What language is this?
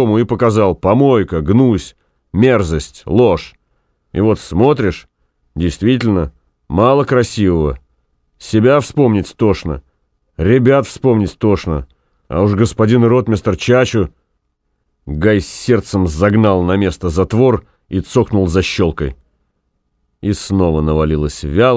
Russian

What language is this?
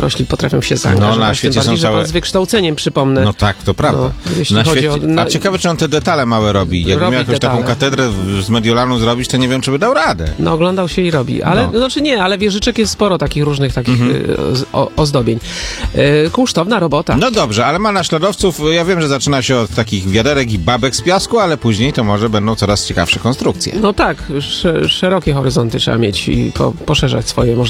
Polish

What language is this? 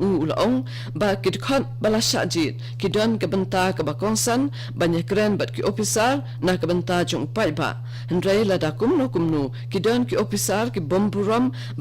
Khasi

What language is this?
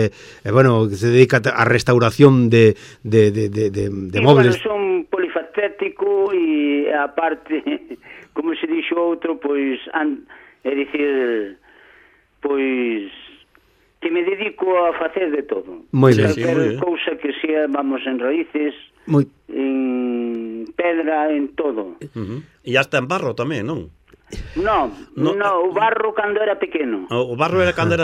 Galician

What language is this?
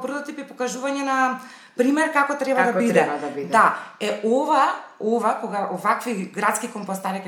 Macedonian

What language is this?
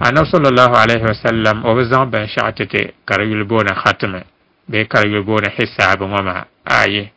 Dagbani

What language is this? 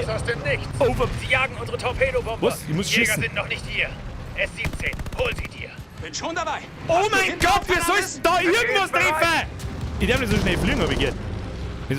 Bavarian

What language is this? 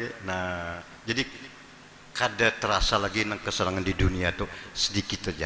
Banjar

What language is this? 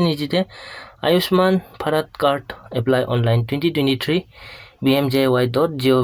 Naga Pidgin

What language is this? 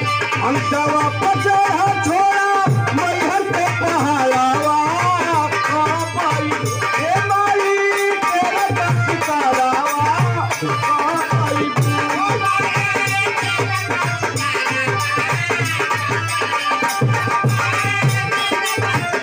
Bhojpuri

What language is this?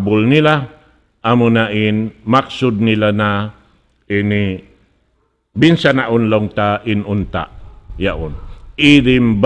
Tausug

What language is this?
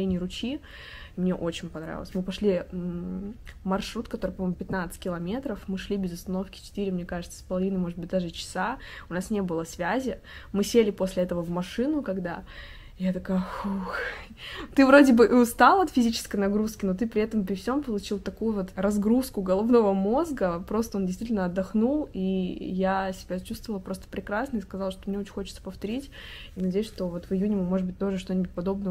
Russian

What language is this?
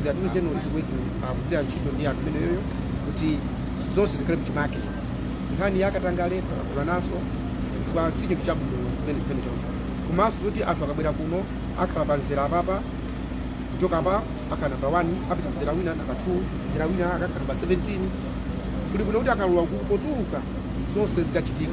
Nyanja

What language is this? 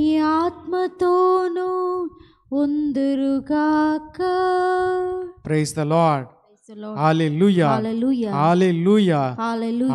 Telugu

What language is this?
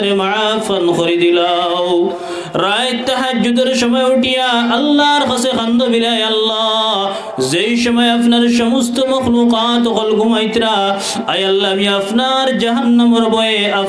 Sylheti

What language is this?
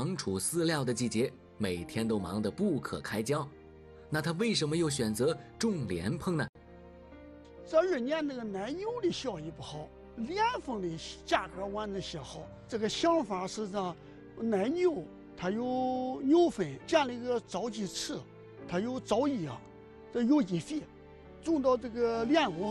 Chinese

